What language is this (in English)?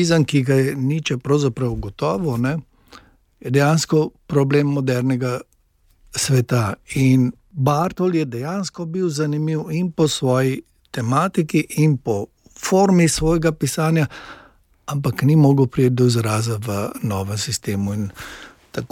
Slovenian